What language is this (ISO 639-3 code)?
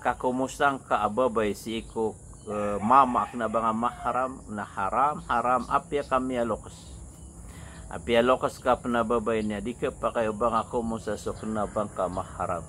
mrw